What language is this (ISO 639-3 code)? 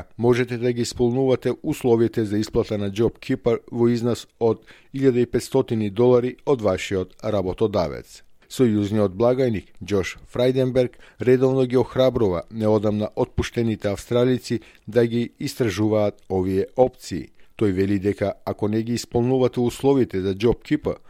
mkd